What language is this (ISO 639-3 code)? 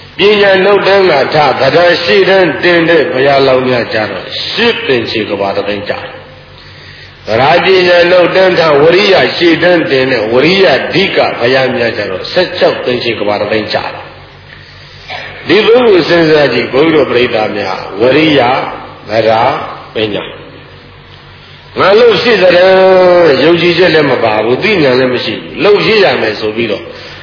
mya